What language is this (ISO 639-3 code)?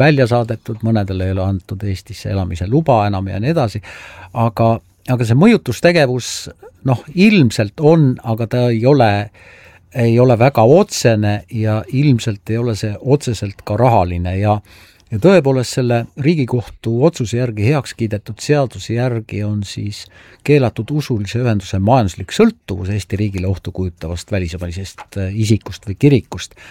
est